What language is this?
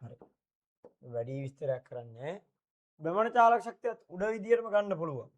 Sinhala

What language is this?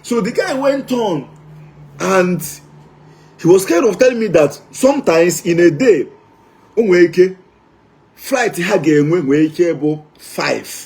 Igbo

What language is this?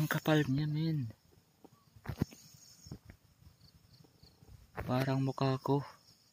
Filipino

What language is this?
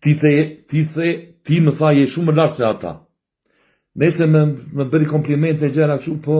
Albanian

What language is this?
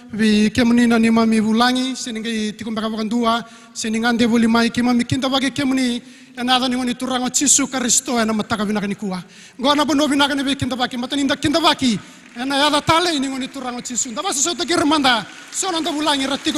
Fijian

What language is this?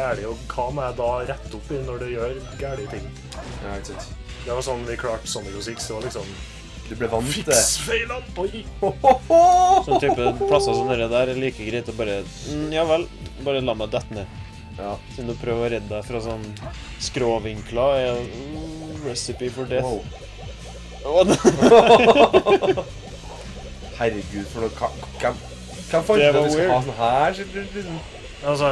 Norwegian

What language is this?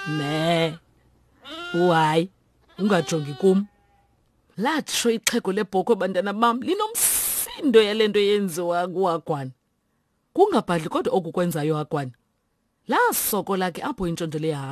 Xhosa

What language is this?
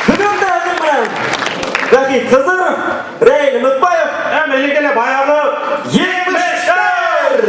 Bashkir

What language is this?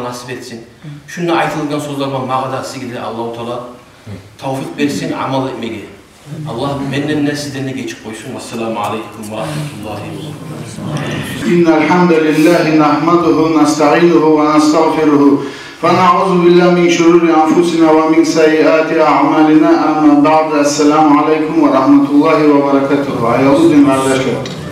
Kumyk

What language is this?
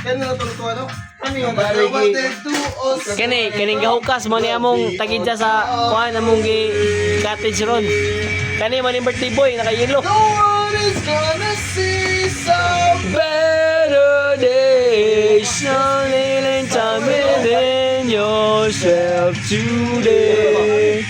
Cebuano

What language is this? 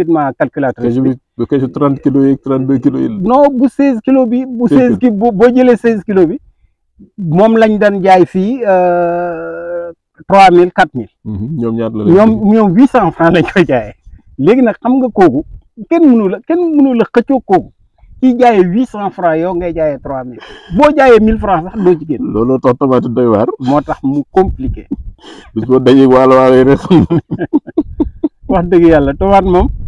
Wolof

